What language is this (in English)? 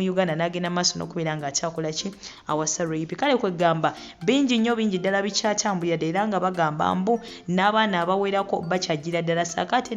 Ganda